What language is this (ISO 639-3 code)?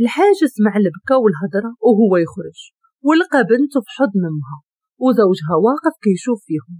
ary